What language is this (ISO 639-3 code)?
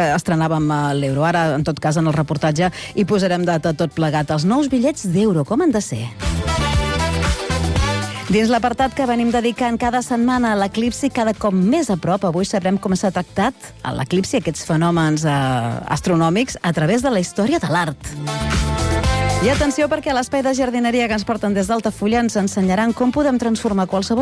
cat